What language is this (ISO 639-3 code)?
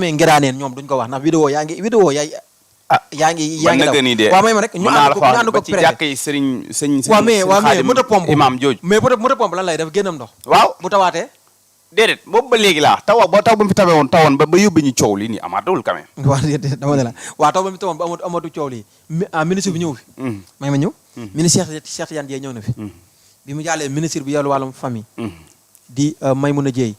wol